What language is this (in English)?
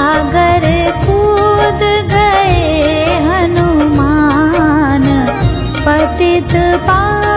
Hindi